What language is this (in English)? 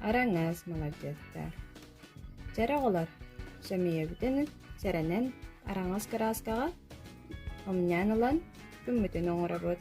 Yakut